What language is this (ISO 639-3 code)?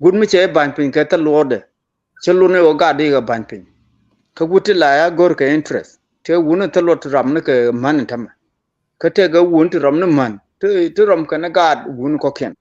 nus